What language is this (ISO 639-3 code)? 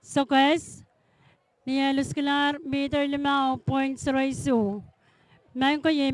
pon